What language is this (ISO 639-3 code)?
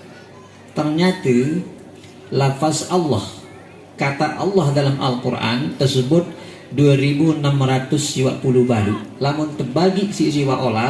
sas